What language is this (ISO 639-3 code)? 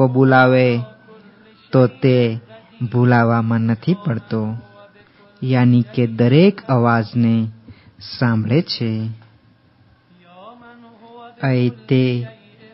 guj